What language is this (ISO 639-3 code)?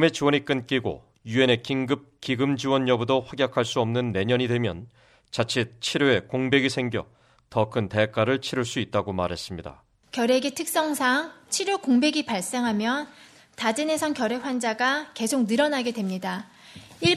kor